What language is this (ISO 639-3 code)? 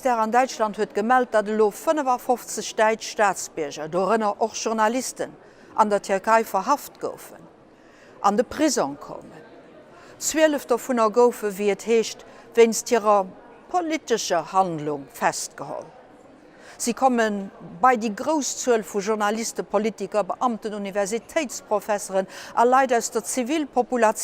ltz